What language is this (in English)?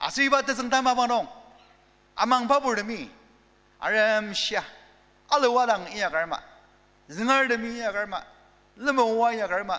Ao Naga